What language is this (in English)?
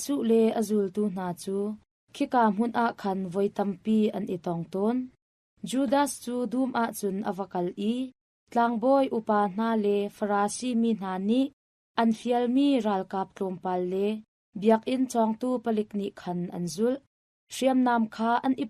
Hakha Chin